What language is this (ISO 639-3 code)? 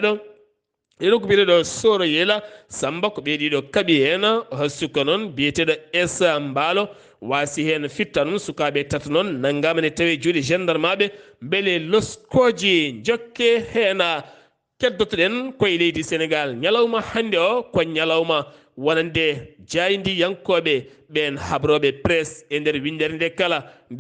ful